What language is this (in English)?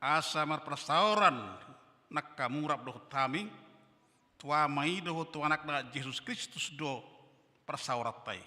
Batak Toba